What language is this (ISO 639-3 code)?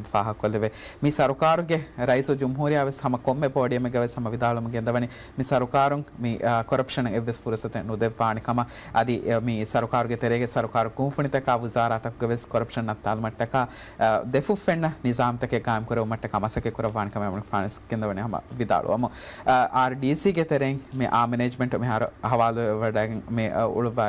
div